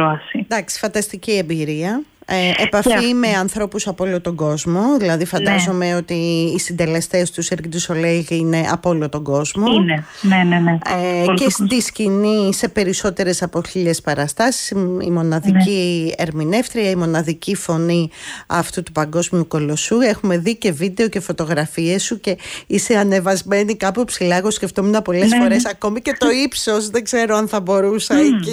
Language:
Greek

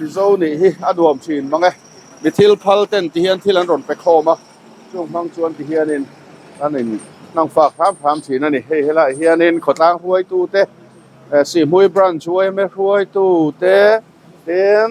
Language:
Mizo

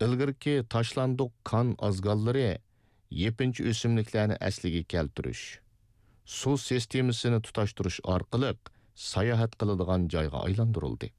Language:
Uyghur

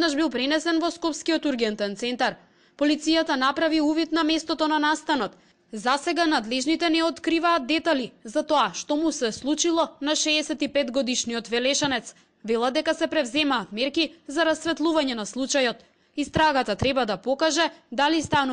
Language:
Macedonian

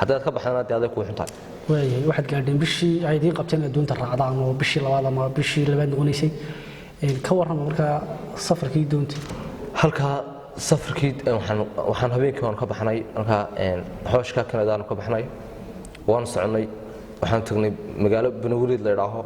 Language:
Somali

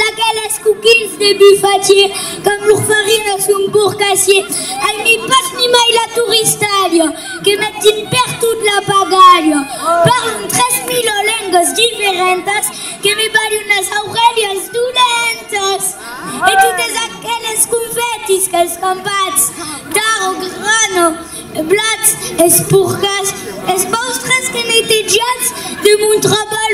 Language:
Occitan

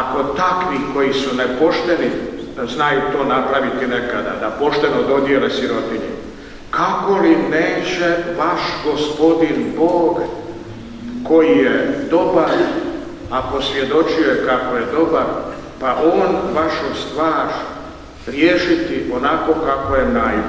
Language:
Croatian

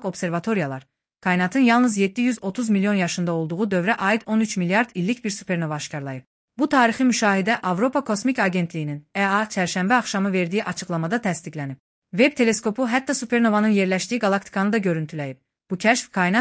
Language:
Azerbaijani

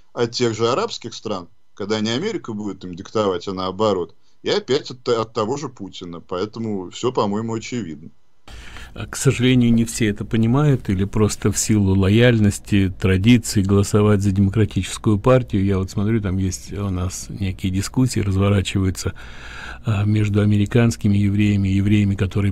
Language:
Russian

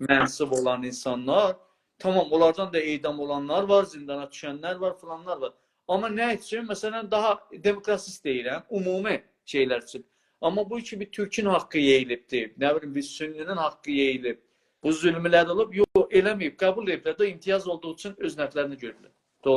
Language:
South Azerbaijani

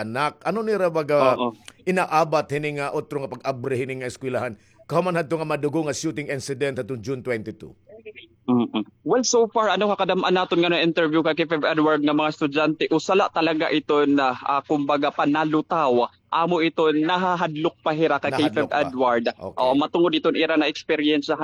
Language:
Waray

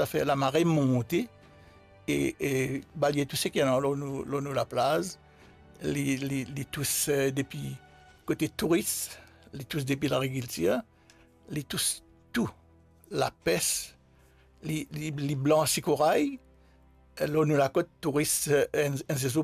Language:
Morisyen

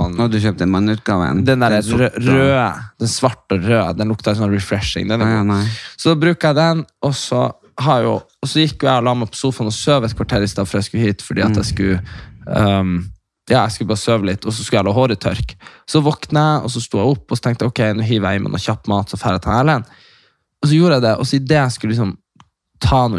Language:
Norwegian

